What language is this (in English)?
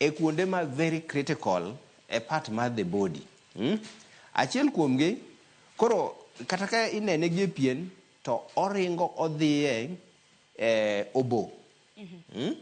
Luo (Kenya and Tanzania)